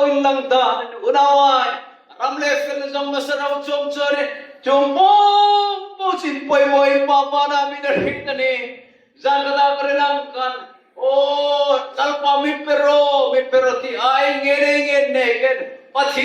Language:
Hmar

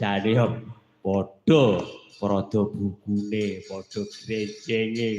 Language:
Javanese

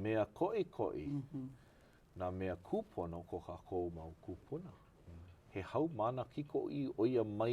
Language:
Hawaiian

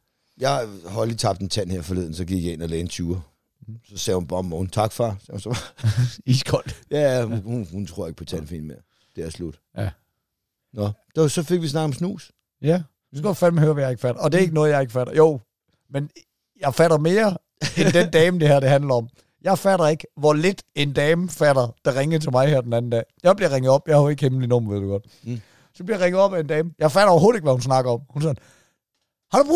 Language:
Danish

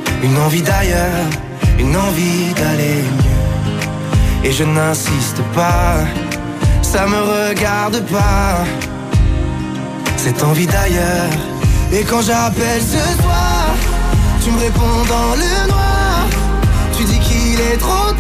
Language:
French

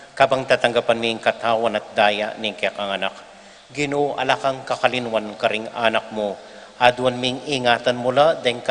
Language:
Pampanga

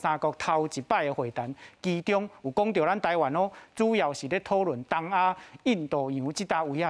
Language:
Min Nan Chinese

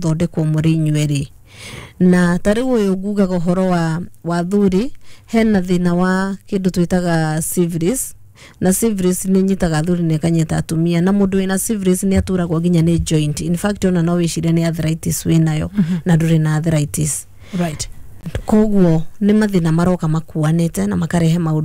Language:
Kikuyu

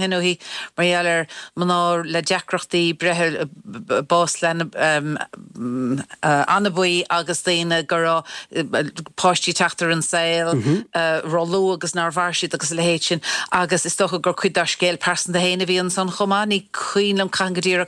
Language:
Irish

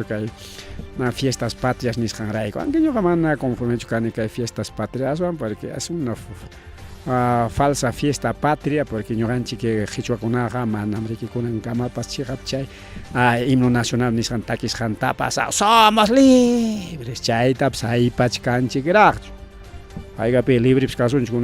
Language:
Ayacucho Quechua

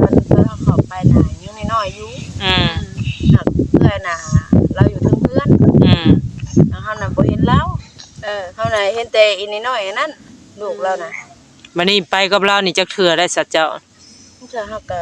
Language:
Northeastern Thai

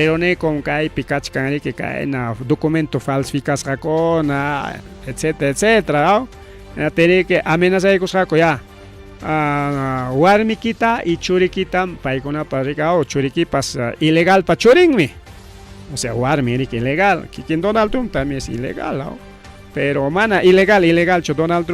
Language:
Ayacucho Quechua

